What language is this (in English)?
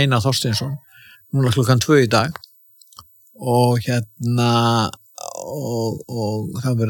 Icelandic